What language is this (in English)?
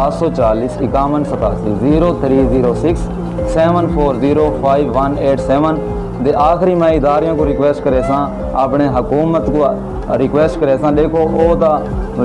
Saraiki